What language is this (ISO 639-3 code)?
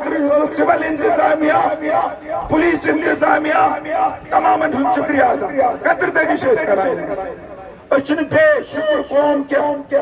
kas